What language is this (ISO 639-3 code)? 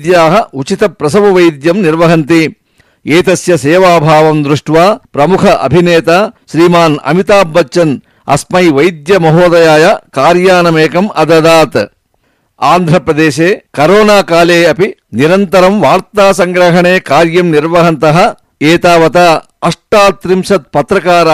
san